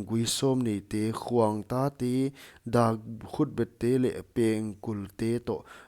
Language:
Paite Chin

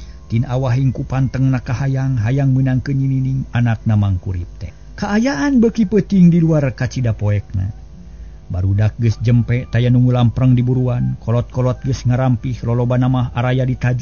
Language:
Sundanese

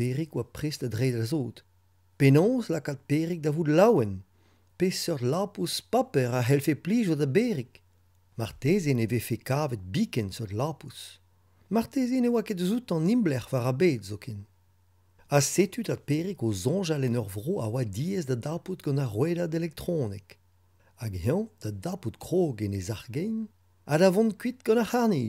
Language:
Breton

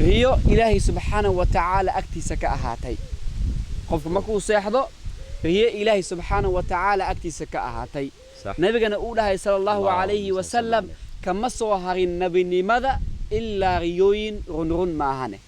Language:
Somali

